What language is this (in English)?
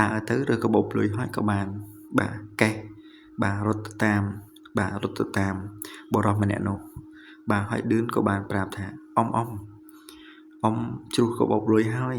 Khmer